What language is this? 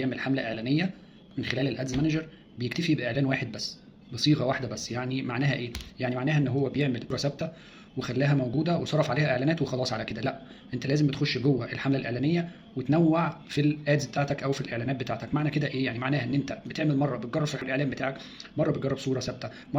Egyptian Arabic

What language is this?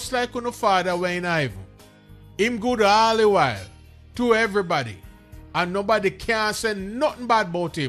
Jamaican Creole English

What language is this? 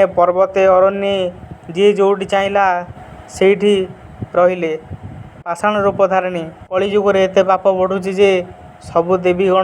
Odia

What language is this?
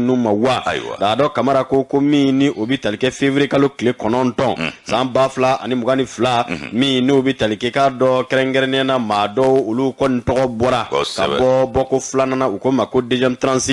Bambara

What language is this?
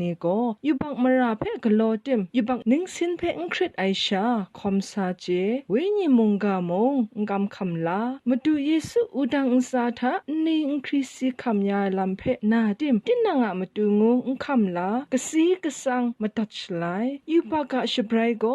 Kachin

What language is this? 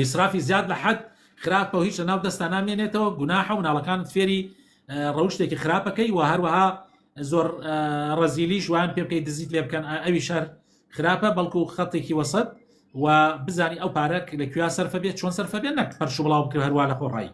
Central Kurdish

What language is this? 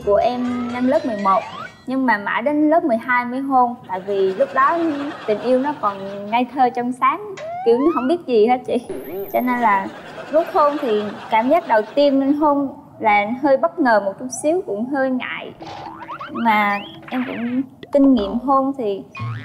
Vietnamese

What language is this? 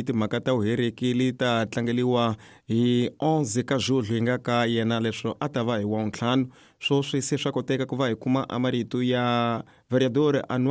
Tsonga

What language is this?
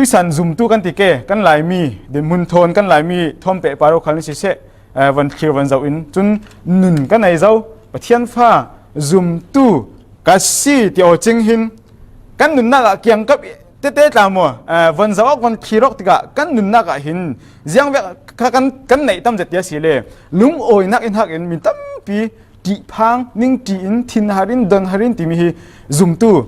Falam Chin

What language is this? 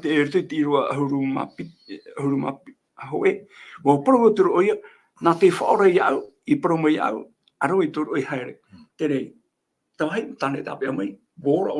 Tahitian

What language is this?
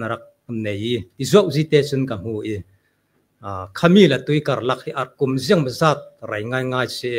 Falam Chin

